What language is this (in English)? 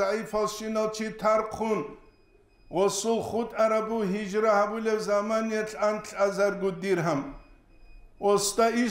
Avaric